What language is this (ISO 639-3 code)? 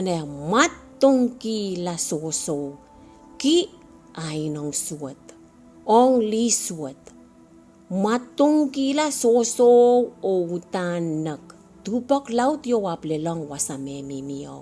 pon